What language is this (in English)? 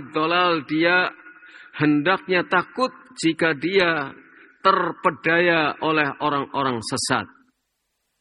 Indonesian